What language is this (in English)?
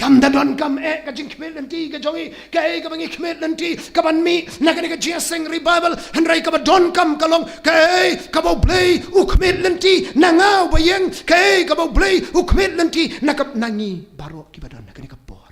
Khasi